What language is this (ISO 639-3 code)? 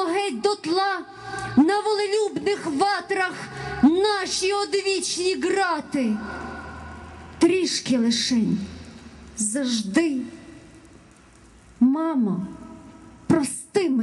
ukr